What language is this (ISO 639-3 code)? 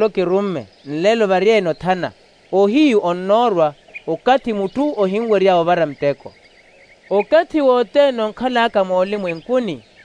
vmw